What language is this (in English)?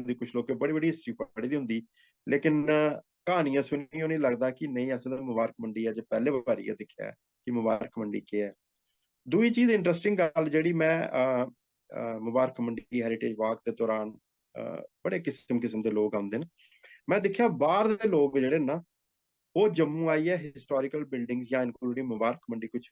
Dogri